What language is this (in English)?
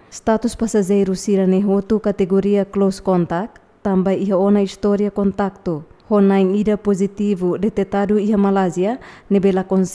Tetum